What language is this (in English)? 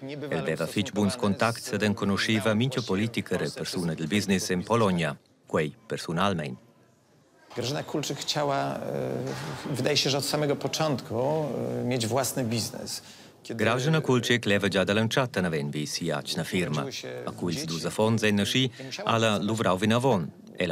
Romansh